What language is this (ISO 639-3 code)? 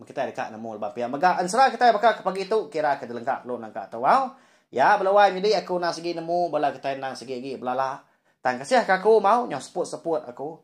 iba